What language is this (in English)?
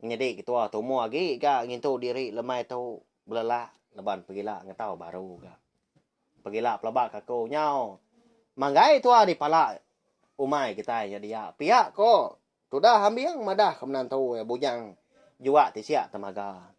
Iban